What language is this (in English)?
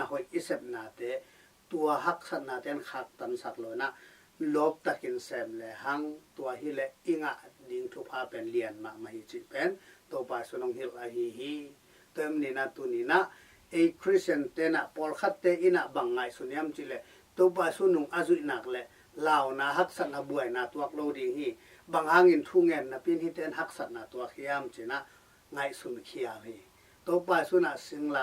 Tedim Chin